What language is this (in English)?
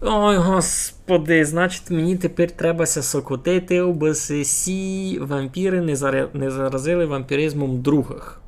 Rusyn